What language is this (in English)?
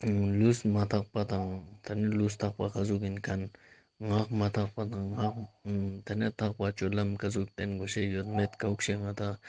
Ladakhi